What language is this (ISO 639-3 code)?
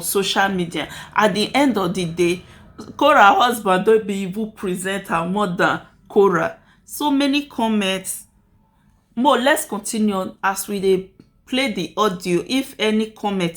pcm